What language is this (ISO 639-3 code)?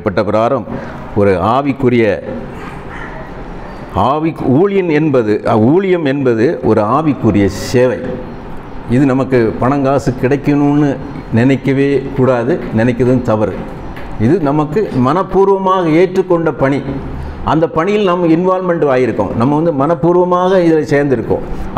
tam